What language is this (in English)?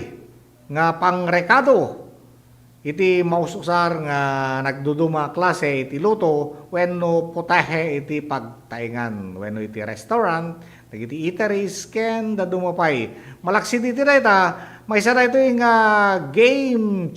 Iloko